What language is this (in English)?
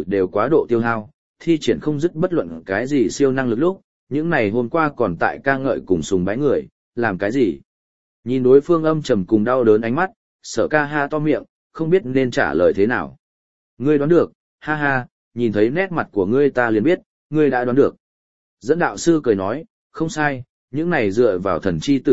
Vietnamese